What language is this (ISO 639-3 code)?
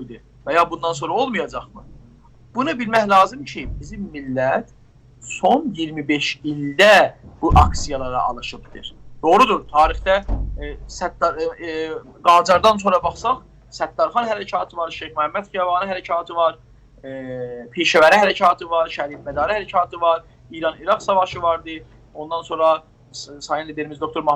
azb